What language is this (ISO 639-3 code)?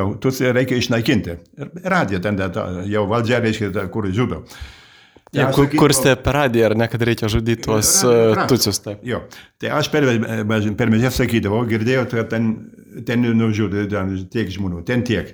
lit